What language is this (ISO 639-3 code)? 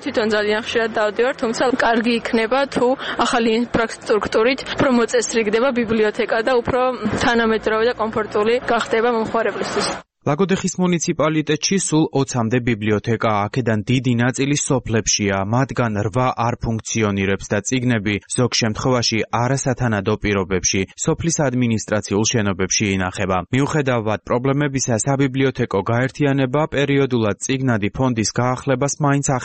kat